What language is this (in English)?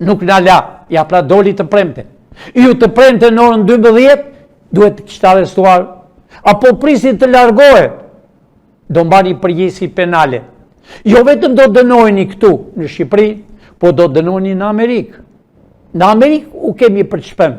Albanian